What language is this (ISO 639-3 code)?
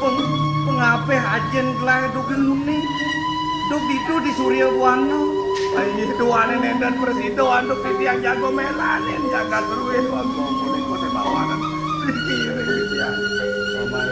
ban